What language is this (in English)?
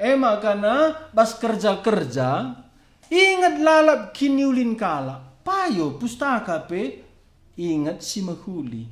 Batak Karo